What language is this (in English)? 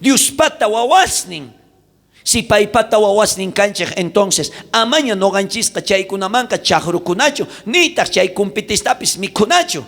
South Bolivian Quechua